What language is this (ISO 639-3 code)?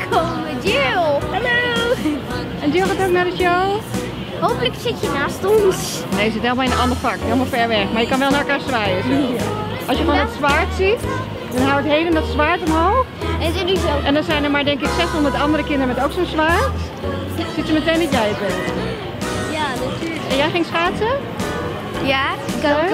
nld